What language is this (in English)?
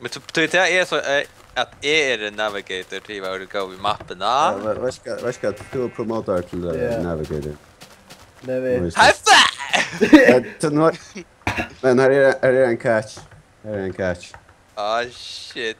Faroese